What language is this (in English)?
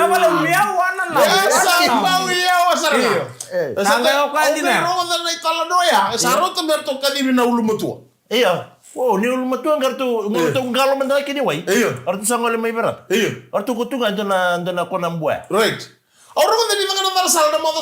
Fijian